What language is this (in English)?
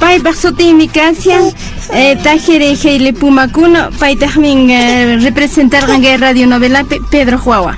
Quechua